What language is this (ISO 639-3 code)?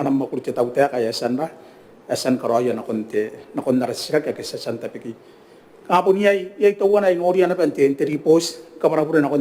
gil